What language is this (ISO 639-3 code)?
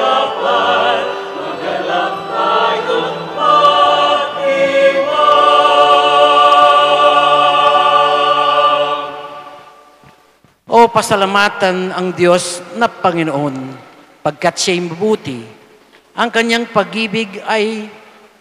fil